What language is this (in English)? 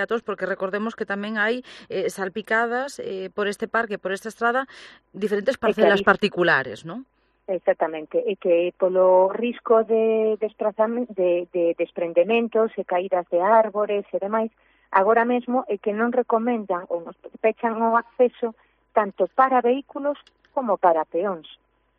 Galician